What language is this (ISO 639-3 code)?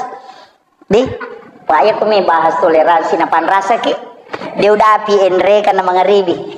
bug